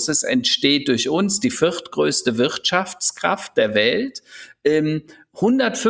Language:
German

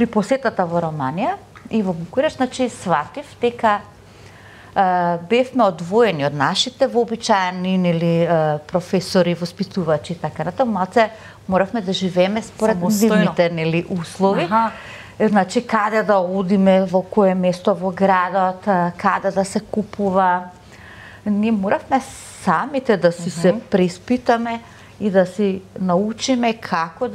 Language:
Macedonian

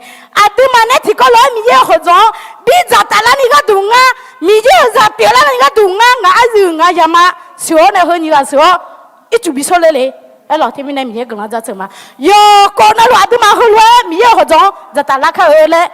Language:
Akha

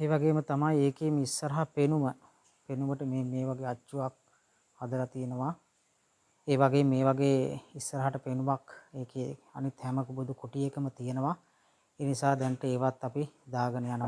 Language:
Sinhala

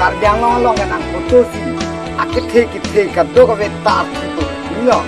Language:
Karbi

